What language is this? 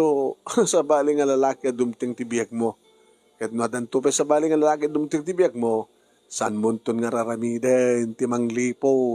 Iloko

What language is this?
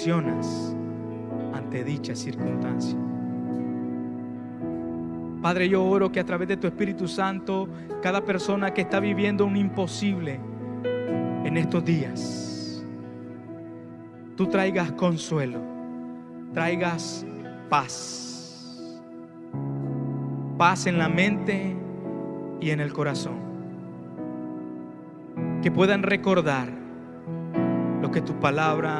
Spanish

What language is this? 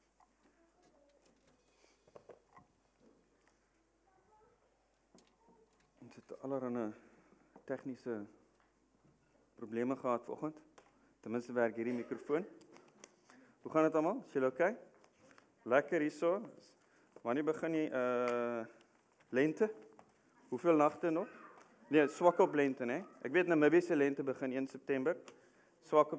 Afrikaans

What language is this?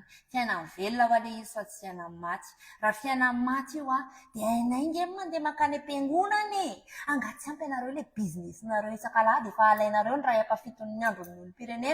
Malagasy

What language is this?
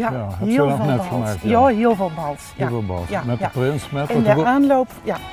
Limburgish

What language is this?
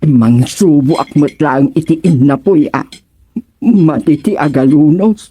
Iloko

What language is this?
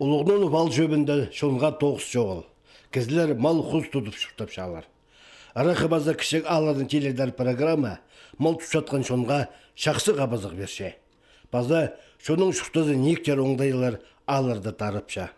Khakas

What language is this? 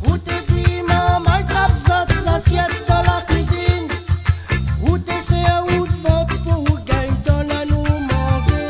Réunion Creole French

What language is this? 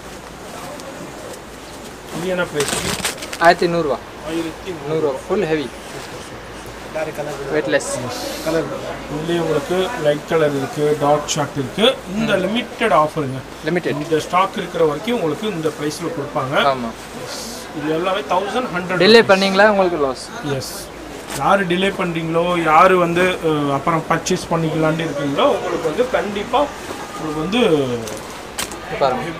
Tamil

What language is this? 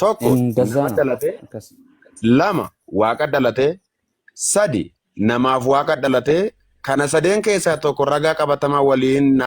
Oromo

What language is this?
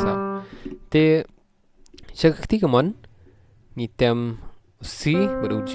Khasi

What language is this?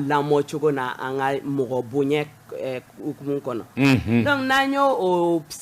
Bambara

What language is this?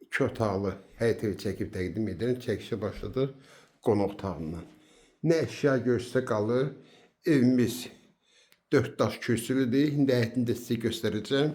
Azerbaijani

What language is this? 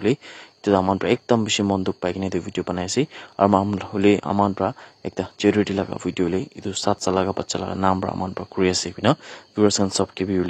Naga Pidgin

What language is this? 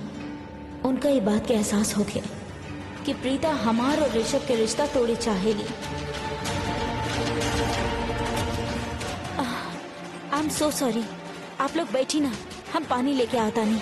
Bhojpuri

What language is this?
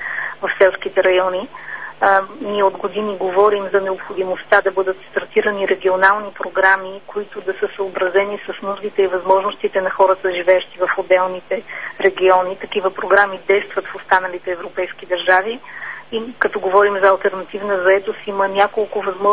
Bulgarian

